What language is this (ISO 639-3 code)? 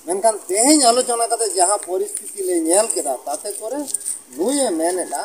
sat